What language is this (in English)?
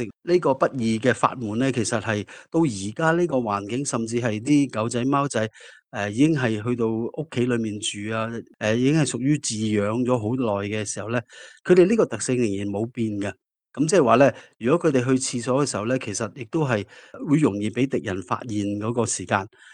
Cantonese